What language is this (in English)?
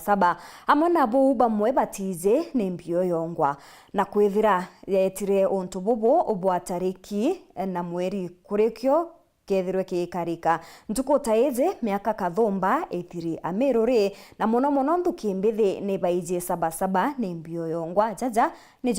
Meru